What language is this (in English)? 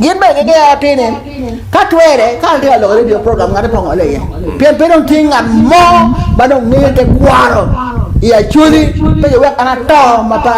Acoli